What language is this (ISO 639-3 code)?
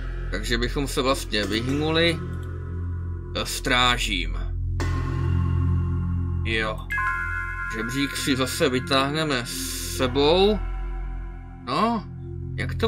ces